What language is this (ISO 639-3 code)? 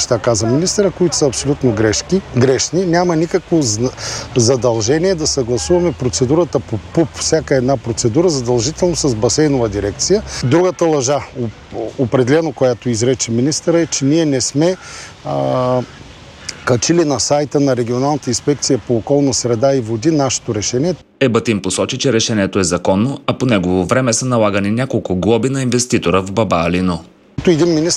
bul